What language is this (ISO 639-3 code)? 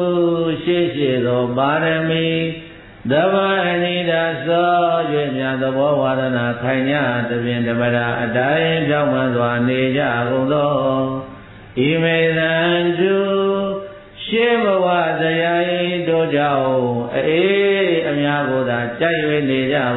mya